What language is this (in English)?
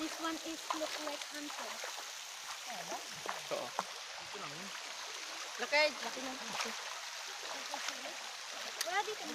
Filipino